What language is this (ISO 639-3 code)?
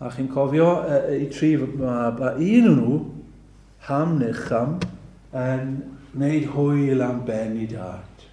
cym